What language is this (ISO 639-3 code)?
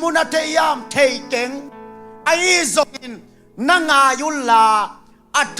ctd